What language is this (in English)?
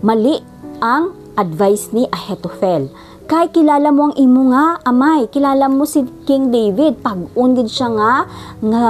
Hiligaynon